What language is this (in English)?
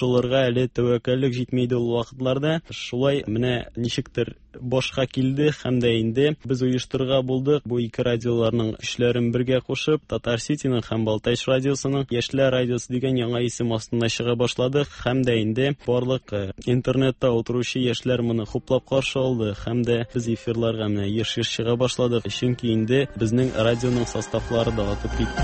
Tatar